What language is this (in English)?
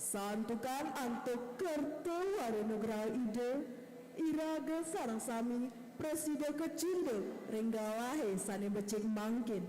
Balinese